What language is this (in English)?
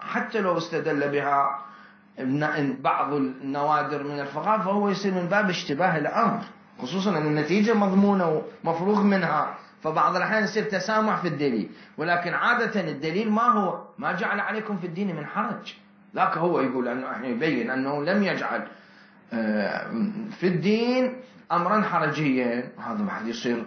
Mesopotamian Arabic